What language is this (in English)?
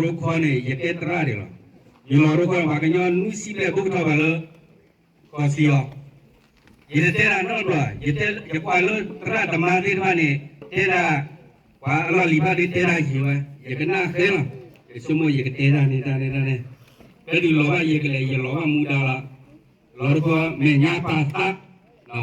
S'gaw Karen